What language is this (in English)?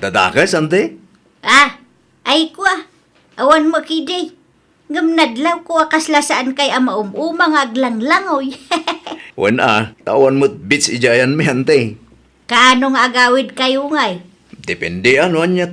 Iloko